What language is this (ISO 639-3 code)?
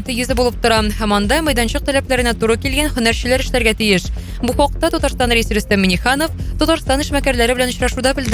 tat